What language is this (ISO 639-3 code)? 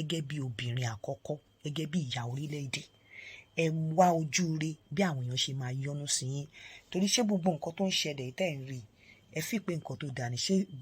yor